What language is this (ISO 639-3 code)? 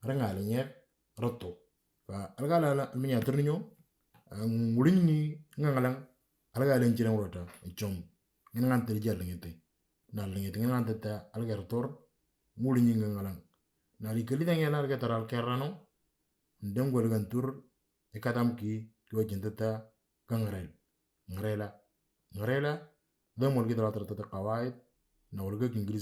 mor